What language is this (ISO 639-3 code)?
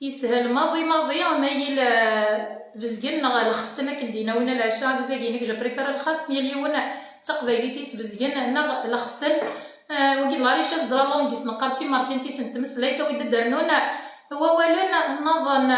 kab